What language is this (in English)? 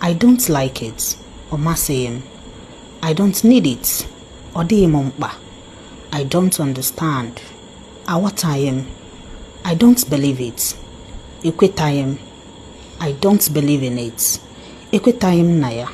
Igbo